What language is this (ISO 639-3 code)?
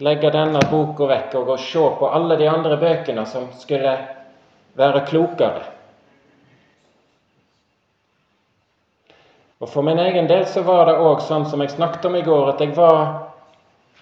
nor